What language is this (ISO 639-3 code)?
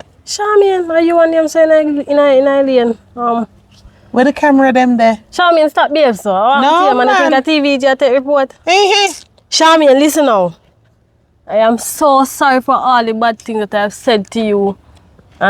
jam